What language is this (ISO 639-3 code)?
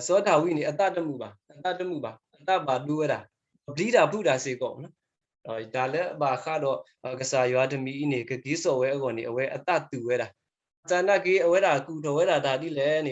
ksw